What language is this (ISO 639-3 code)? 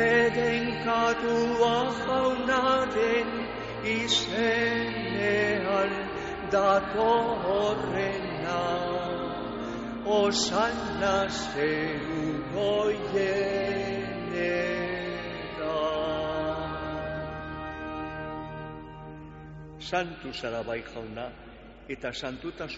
eus